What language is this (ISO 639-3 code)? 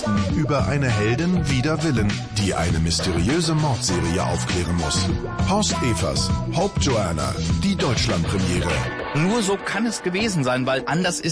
deu